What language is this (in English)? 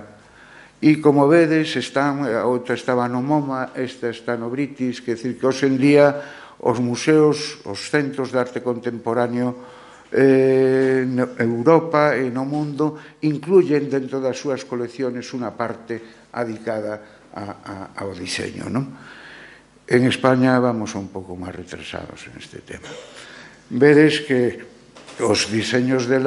Galician